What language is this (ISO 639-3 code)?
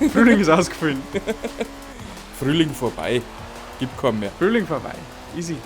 bar